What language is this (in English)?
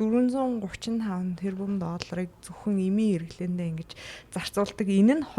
Mongolian